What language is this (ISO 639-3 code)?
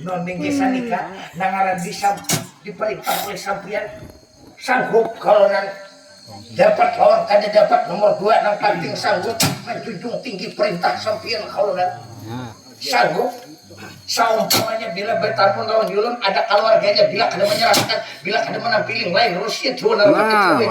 bjn